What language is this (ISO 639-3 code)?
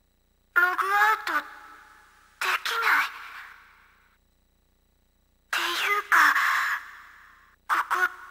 jpn